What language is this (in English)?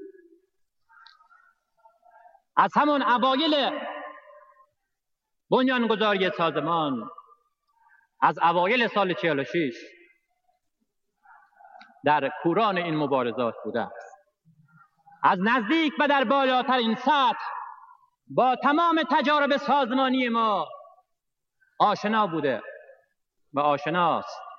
Persian